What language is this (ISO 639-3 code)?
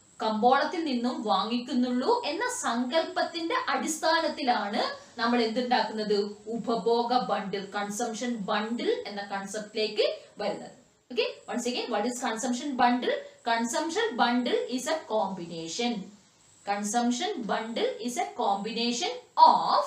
mal